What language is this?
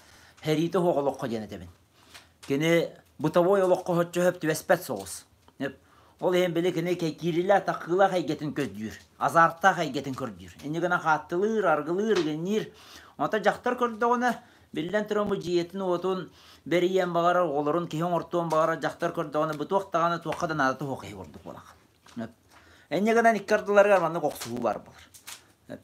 Yakut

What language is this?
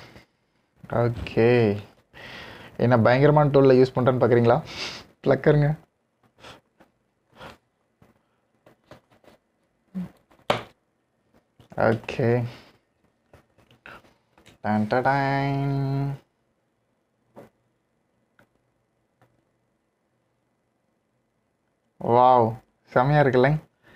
Tamil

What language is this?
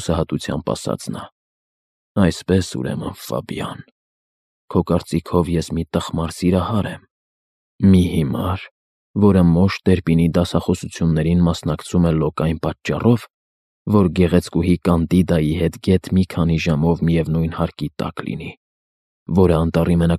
Armenian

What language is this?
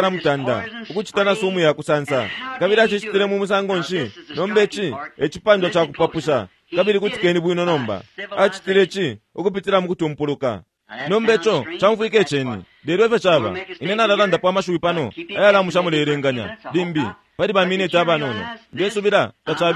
Bemba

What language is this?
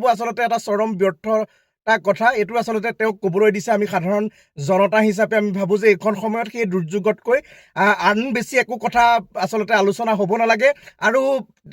Assamese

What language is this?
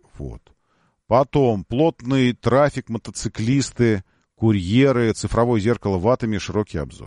Russian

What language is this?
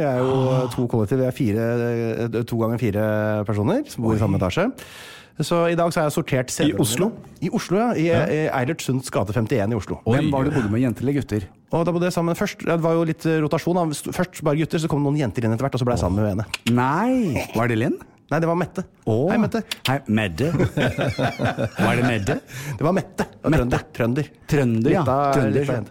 Norwegian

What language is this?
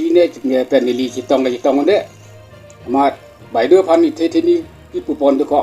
Karbi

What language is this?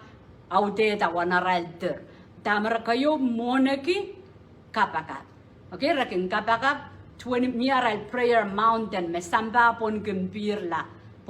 Pohnpeian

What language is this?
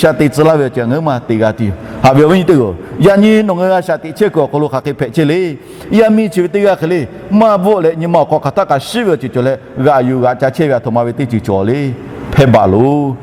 Lahu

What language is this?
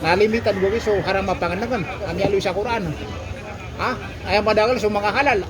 Maranao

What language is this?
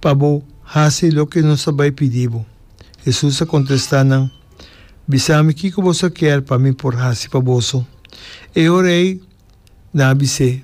Papiamento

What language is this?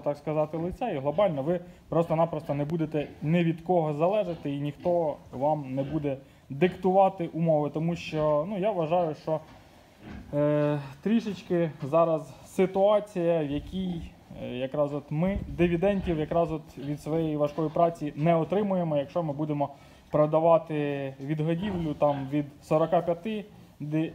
Ukrainian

